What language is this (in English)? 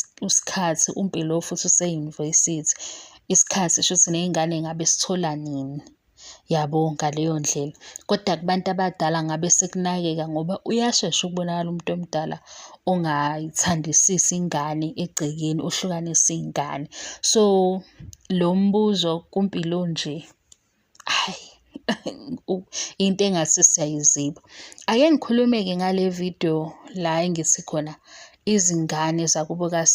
Zulu